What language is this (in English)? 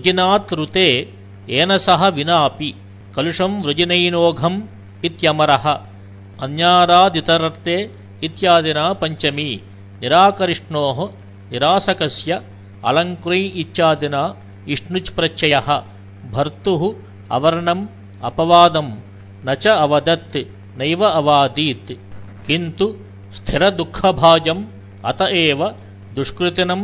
Sanskrit